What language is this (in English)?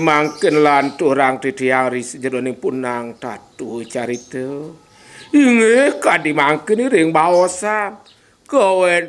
Balinese